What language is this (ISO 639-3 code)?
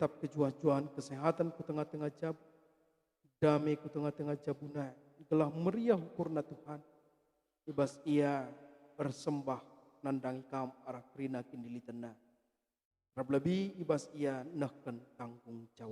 btx